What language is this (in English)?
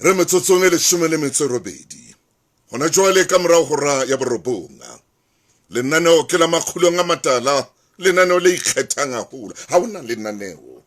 Southern Sotho